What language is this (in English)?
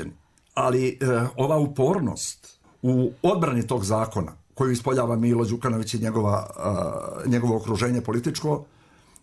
Croatian